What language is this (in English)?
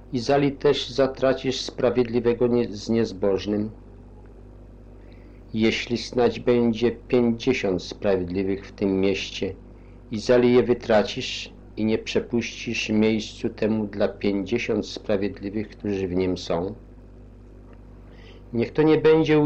Polish